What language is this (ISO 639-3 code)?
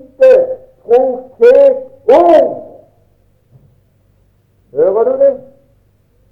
nor